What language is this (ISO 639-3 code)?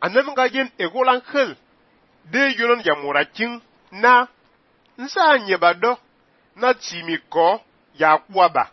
fan